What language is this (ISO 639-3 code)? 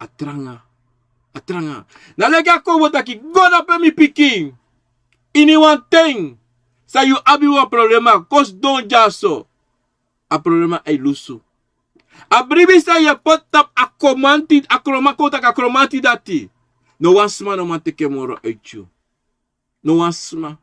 srn